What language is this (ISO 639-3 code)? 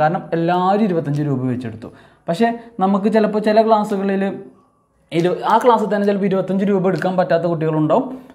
mal